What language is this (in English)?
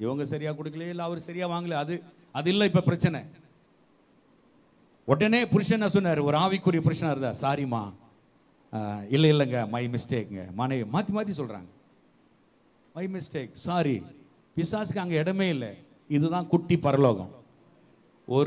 Tamil